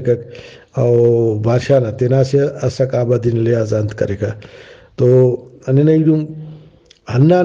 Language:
Brahui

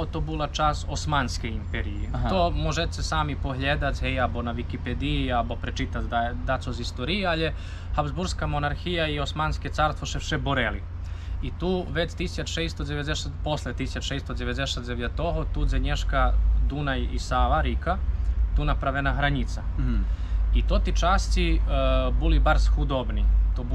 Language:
Rusyn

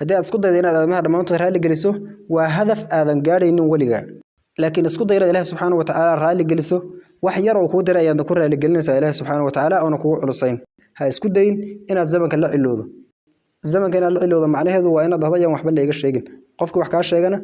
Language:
Somali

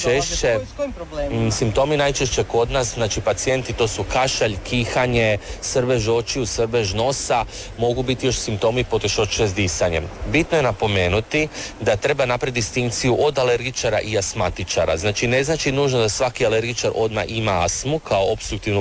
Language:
Croatian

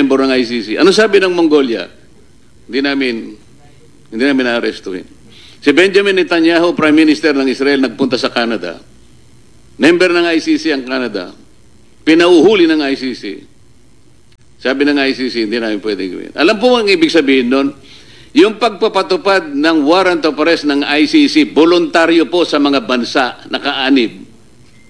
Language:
Filipino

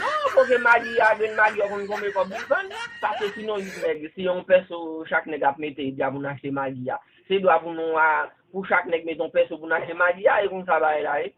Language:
Haitian Creole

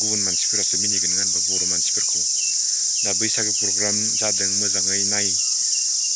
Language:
Bodo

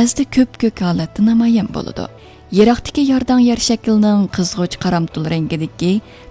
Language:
Uyghur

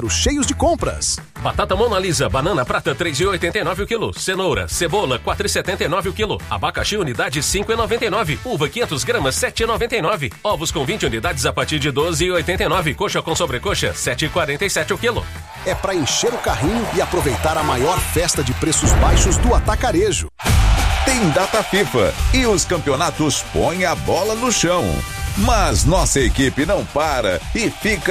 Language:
Portuguese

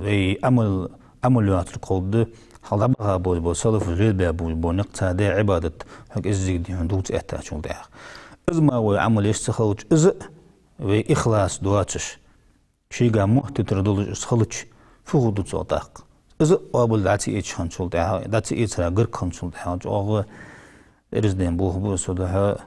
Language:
Ingush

